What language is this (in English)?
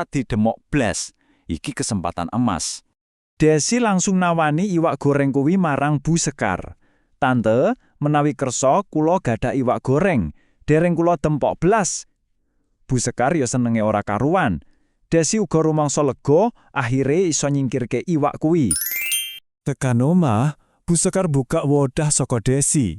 Javanese